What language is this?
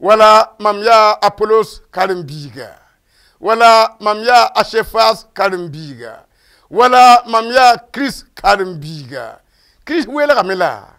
Mossi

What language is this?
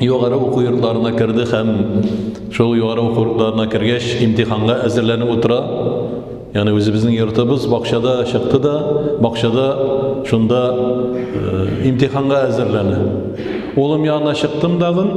Tatar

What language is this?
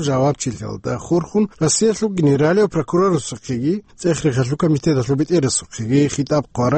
Avaric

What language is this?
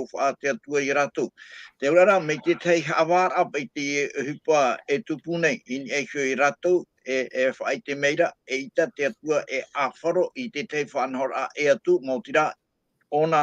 Tahitian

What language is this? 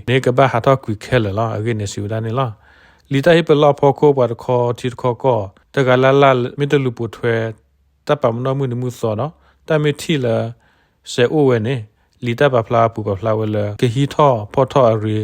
S'gaw Karen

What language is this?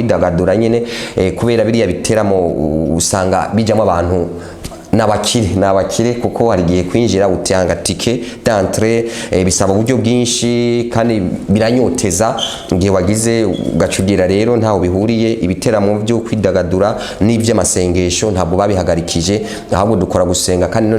Rundi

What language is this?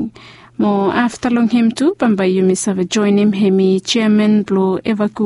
Bislama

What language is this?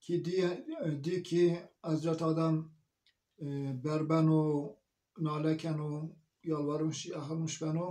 Zaza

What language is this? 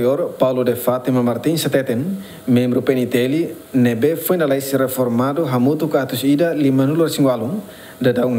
Tetum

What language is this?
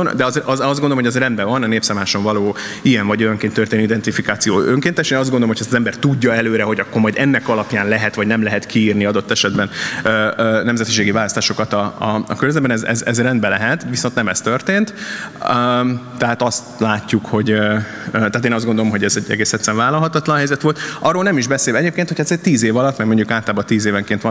Hungarian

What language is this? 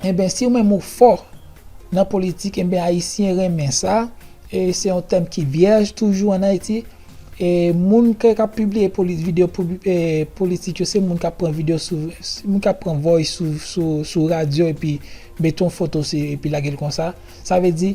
Haitian Creole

